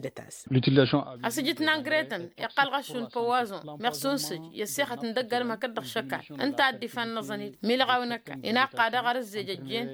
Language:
Tamasheq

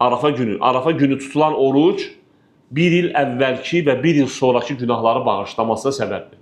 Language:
Azerbaijani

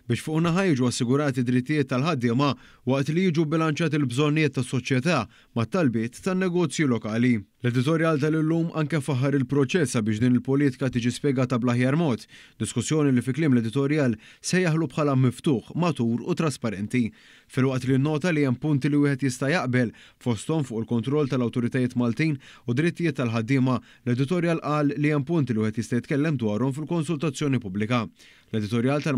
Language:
Maltese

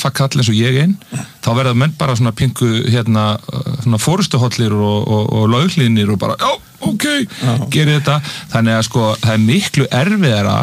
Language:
Icelandic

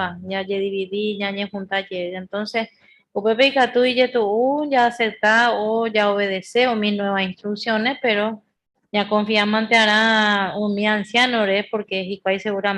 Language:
Guarani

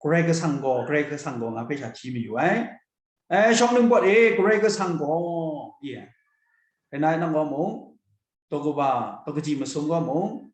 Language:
Kachin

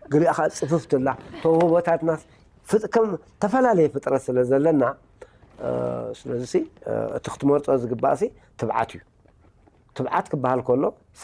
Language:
Tigrinya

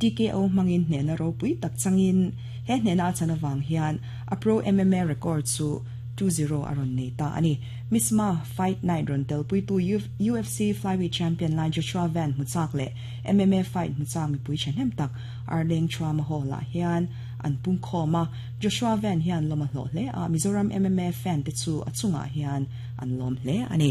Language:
Mizo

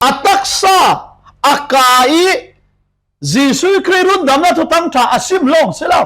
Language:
Falam Chin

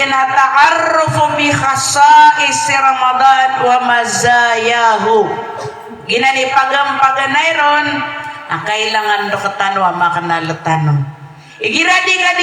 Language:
Maranao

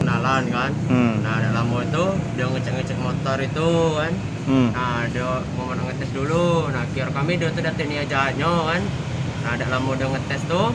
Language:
Musi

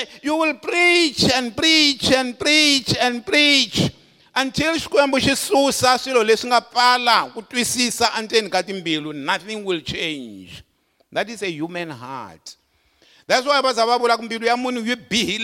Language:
Tsonga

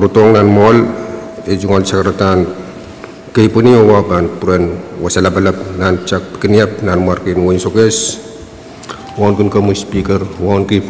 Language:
Pohnpeian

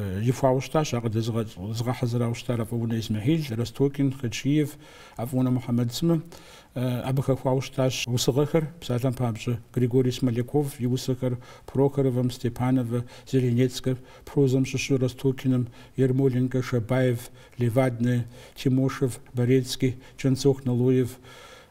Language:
Kabardian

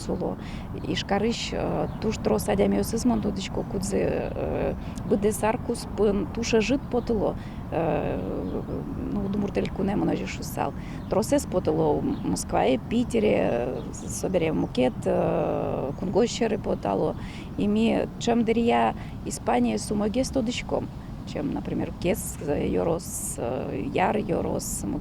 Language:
Udmurt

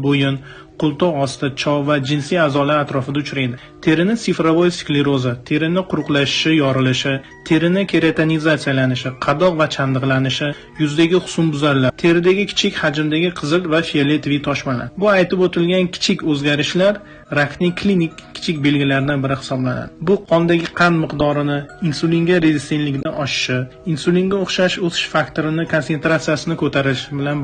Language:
Uzbek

